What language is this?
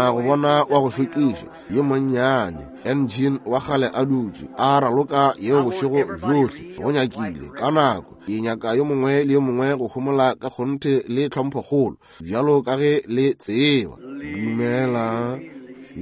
Northern Sotho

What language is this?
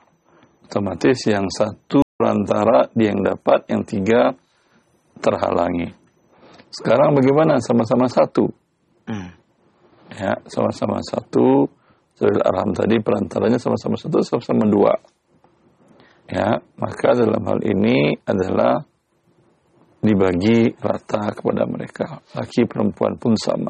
Indonesian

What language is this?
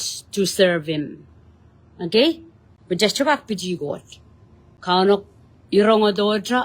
Pohnpeian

